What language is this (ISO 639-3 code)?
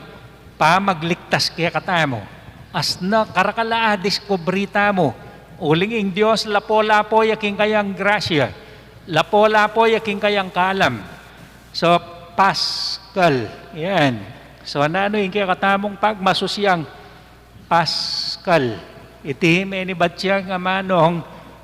pam